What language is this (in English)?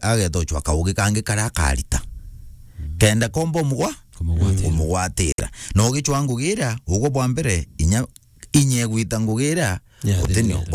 Meru